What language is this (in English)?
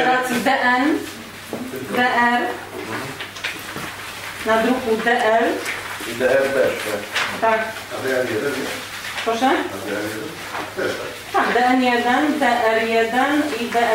Polish